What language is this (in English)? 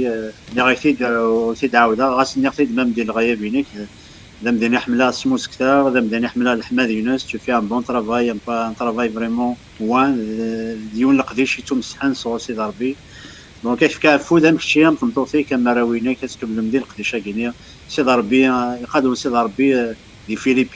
Kabyle